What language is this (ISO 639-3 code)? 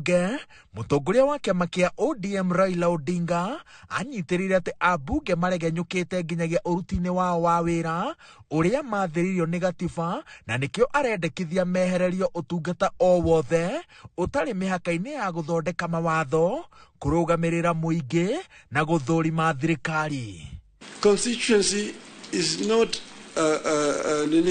kik